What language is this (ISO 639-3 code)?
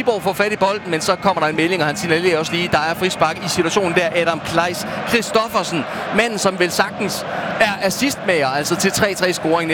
dan